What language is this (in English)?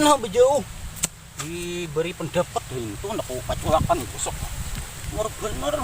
Banjar